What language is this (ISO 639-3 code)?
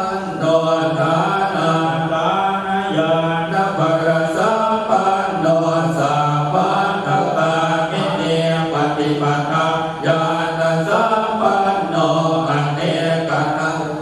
pli